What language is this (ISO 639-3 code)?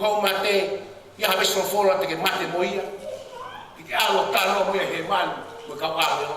ton